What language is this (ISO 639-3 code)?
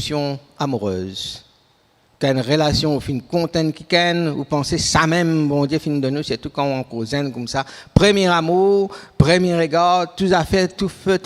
mfe